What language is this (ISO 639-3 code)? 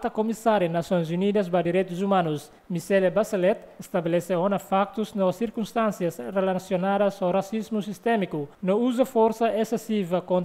tet